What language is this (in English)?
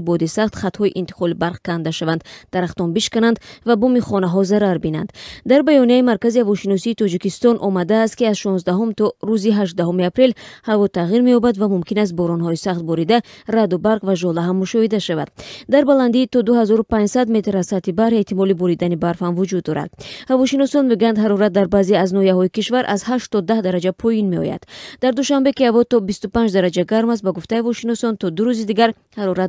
Tajik